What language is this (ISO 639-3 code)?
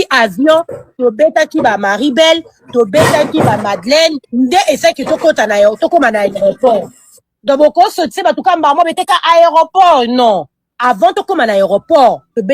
lin